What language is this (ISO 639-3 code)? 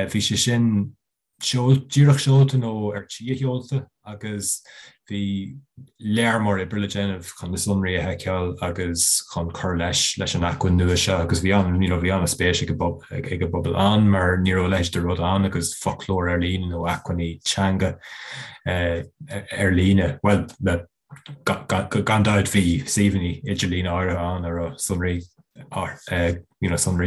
gle